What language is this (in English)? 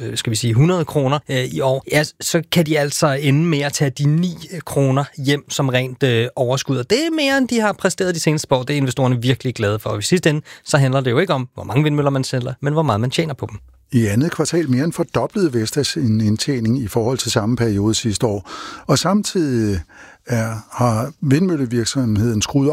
Danish